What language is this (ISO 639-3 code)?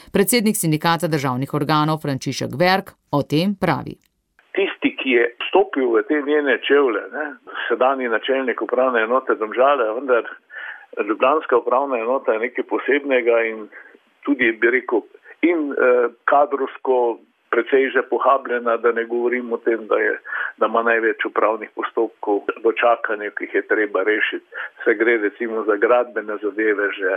slv